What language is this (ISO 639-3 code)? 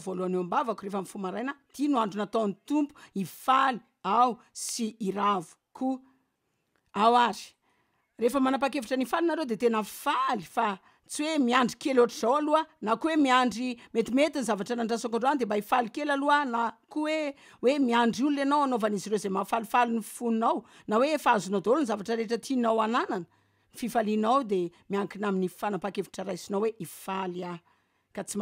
mlg